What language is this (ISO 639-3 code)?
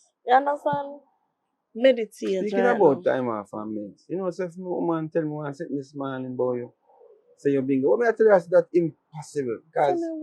jam